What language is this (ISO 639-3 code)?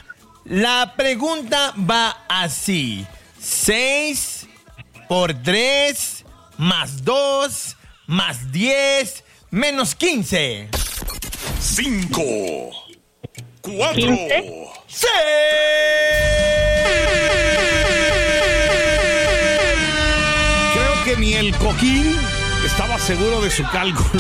spa